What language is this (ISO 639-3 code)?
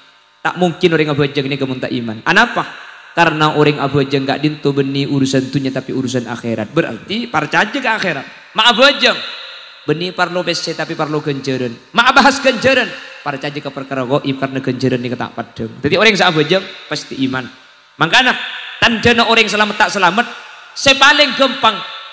mad